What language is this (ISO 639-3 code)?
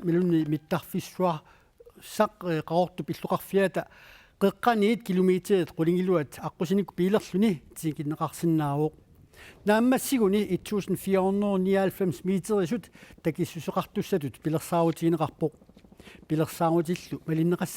kal